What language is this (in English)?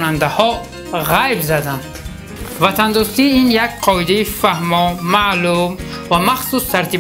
Tajik